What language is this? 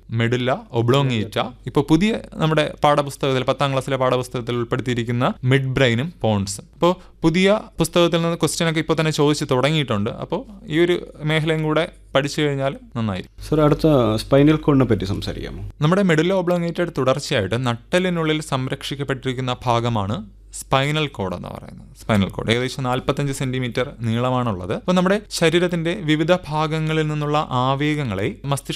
Malayalam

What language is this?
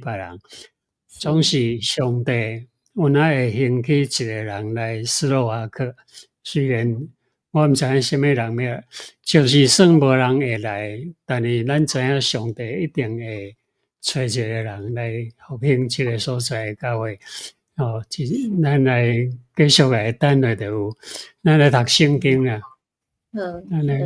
Min Nan Chinese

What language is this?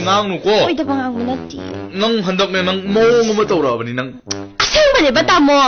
Manipuri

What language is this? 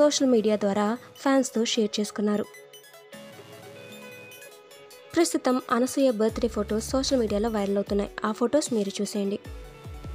Telugu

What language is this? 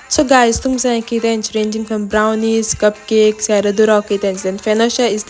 Konkani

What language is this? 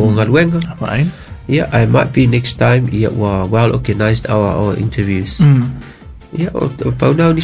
Samoan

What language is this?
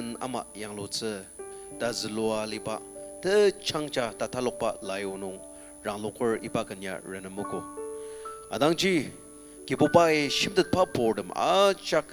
Ao Naga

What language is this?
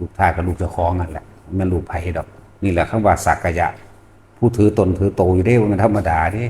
Northeastern Thai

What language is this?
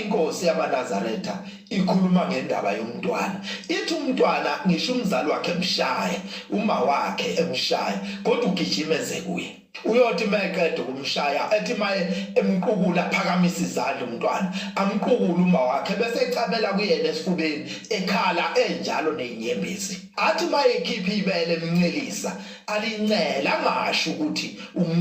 Zulu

